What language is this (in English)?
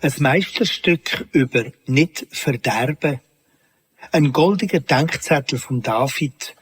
Swiss German